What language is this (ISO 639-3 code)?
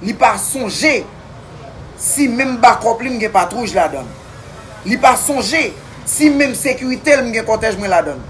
hat